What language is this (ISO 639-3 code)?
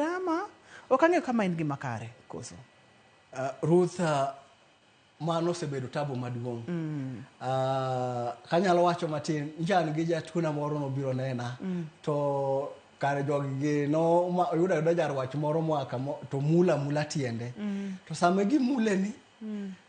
luo